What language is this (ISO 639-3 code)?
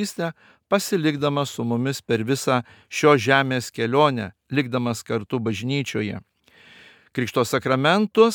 lit